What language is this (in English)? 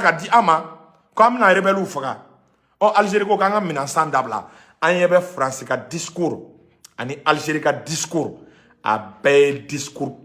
Bambara